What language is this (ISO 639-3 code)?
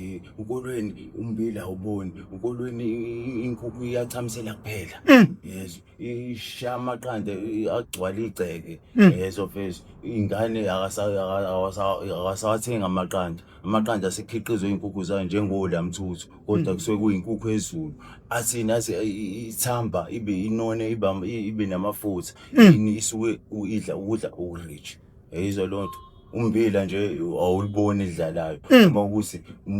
zul